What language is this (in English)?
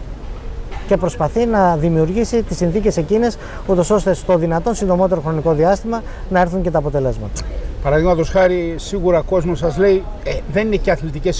Greek